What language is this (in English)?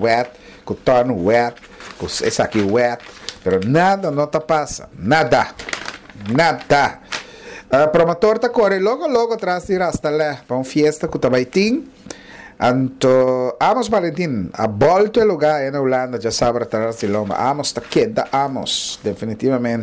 Papiamento